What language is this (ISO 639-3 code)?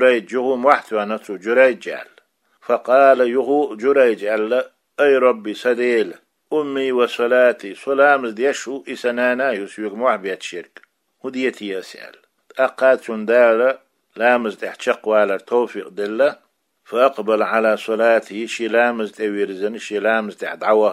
che